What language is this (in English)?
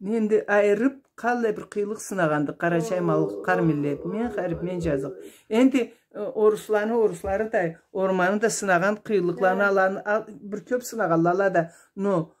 Karachay-Balkar